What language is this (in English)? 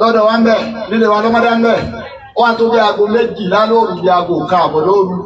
Yoruba